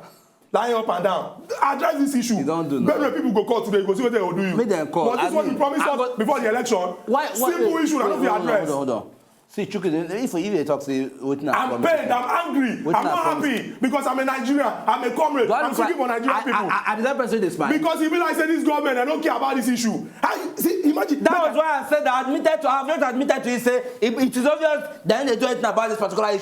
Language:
Nigerian Pidgin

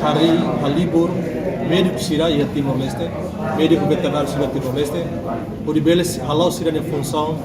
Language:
Tetum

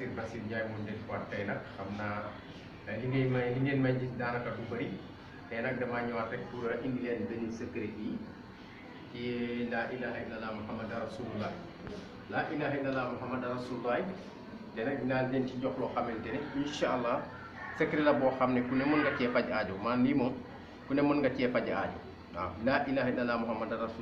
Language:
Wolof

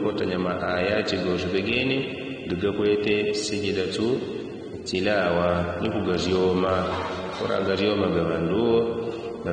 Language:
Yao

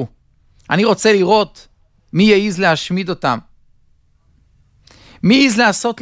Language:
Hebrew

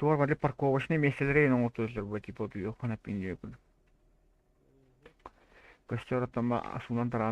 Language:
Yakut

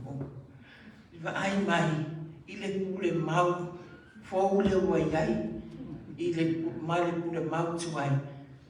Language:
Samoan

